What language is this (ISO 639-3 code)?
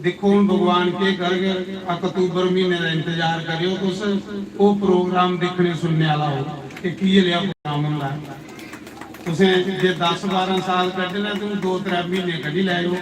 doi